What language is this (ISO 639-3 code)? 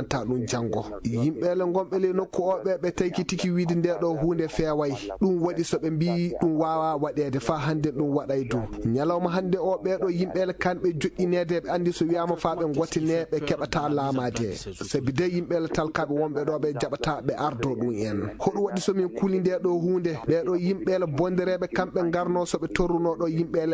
ful